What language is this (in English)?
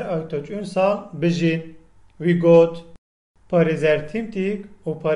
Kurdish